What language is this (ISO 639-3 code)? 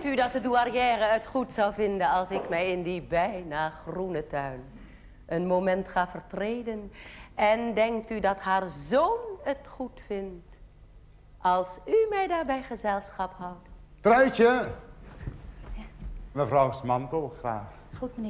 nld